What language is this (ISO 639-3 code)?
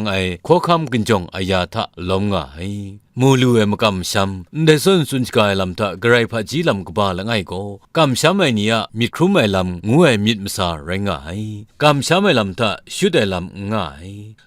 kac